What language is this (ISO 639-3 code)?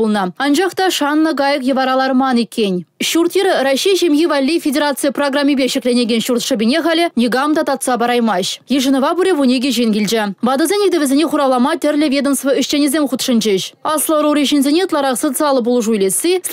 chv